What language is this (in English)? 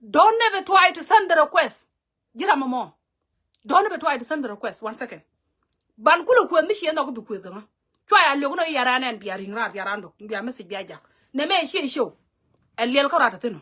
Nuer